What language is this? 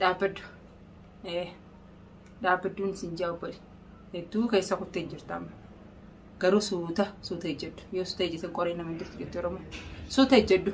Oromo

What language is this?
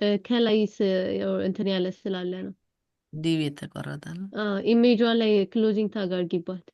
Amharic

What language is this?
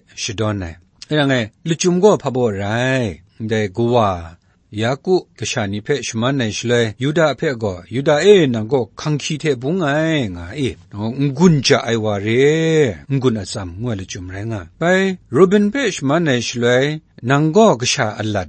Kachin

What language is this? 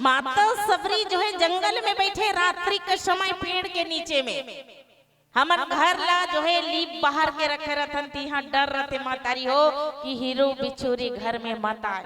Chhattisgarhi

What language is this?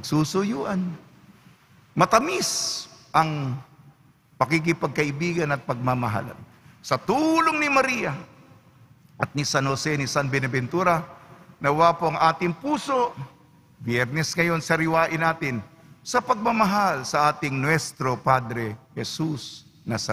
Filipino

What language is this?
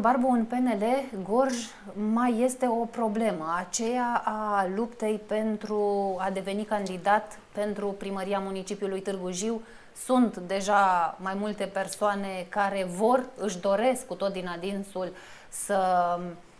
Romanian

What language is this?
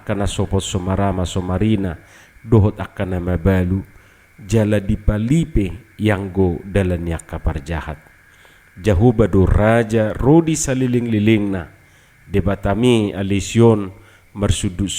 Batak Toba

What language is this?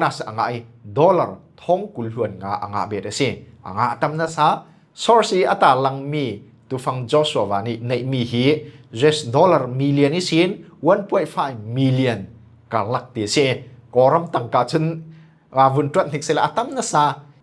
Falam Chin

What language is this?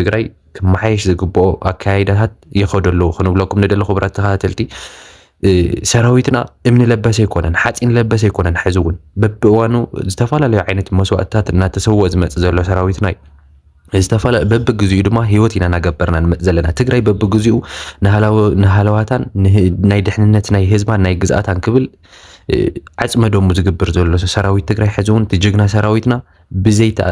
Tigrinya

